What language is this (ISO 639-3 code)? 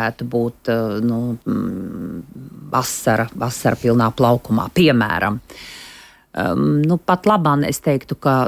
lav